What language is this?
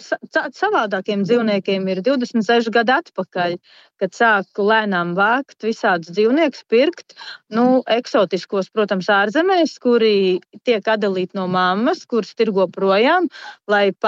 Latvian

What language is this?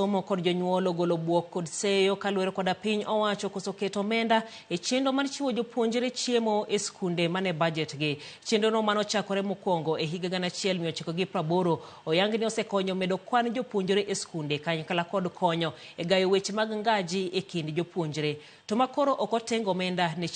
Luo (Kenya and Tanzania)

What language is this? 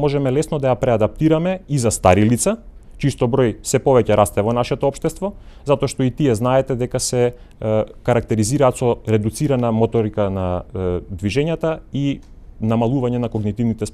Macedonian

